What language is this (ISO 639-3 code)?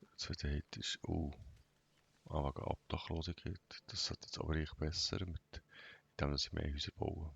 gsw